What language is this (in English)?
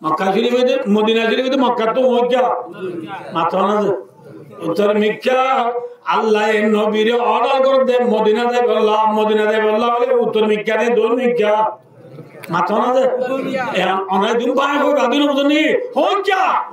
Rohingya